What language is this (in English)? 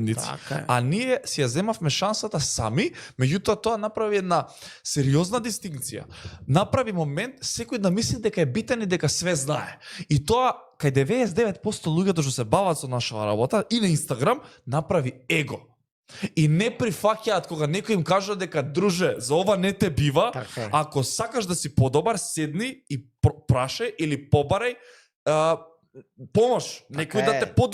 Macedonian